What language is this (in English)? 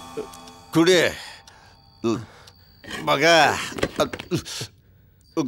Kannada